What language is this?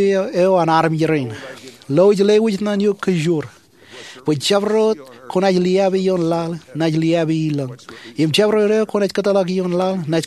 Marshallese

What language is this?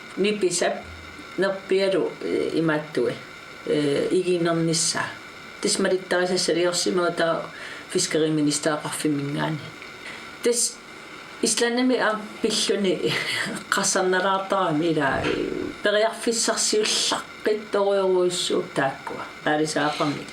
Kalaallisut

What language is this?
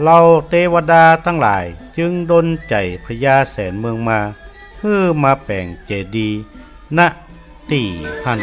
Northern Thai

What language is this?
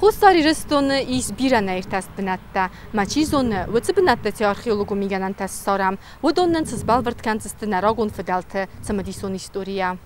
Ossetic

